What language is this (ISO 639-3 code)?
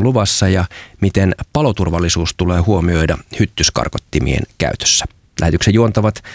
fin